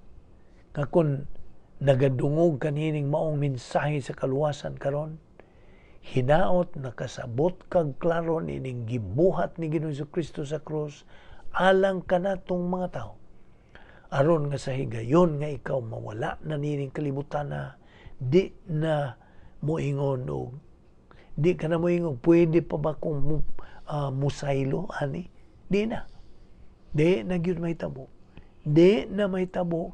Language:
Cebuano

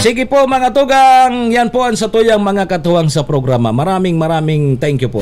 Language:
Bikol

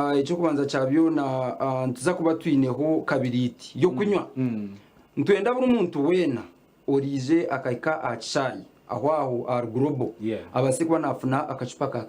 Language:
Nyankole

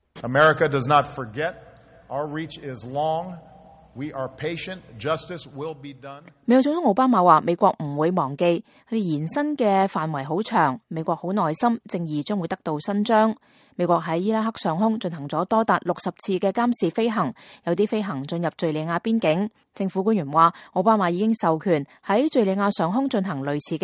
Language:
Cantonese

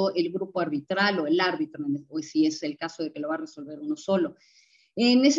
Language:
Spanish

